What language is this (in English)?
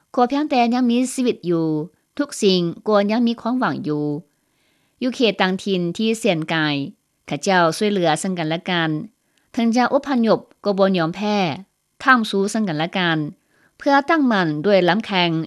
Lao